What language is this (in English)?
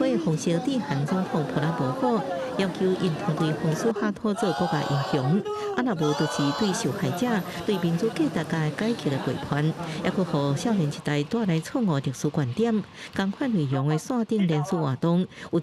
Min Nan Chinese